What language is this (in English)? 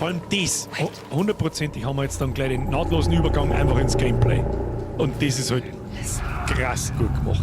Bavarian